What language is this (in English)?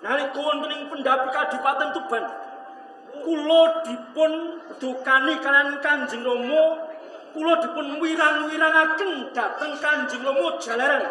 Javanese